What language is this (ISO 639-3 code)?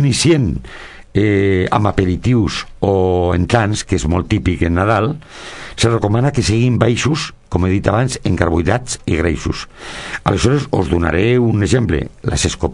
cat